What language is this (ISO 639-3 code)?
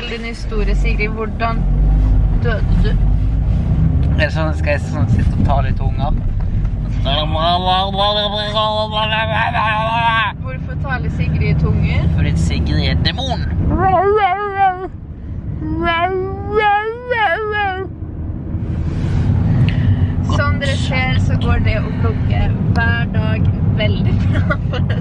nor